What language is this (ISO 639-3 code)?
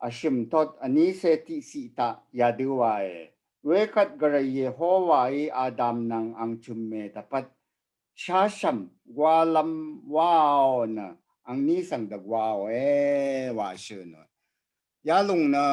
raw